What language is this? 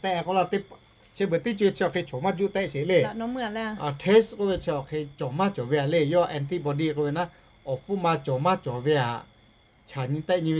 Lahu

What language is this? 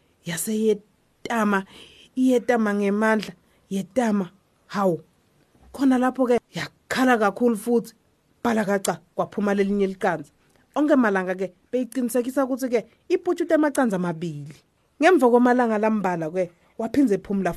Swati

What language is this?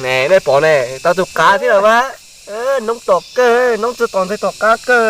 Hmong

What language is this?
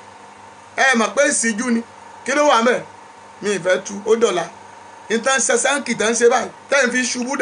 Yoruba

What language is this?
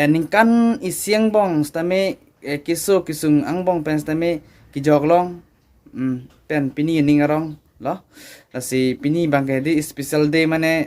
Karbi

